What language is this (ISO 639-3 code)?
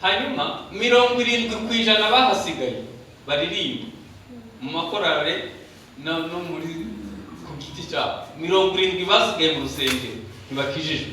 kin